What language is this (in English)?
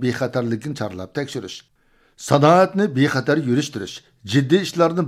Uyghur